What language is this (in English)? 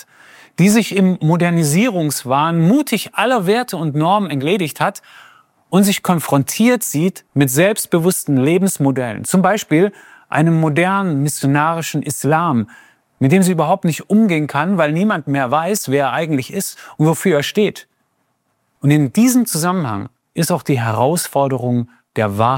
German